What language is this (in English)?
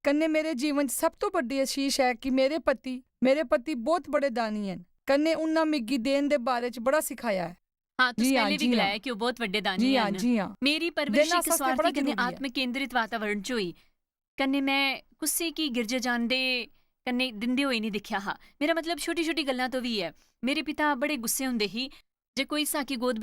Dogri